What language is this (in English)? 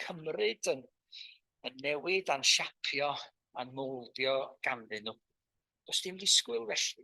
Welsh